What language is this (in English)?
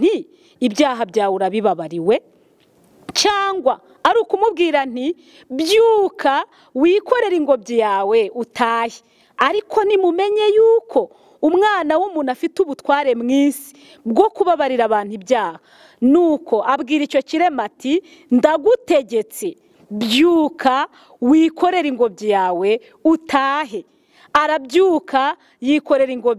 Kinyarwanda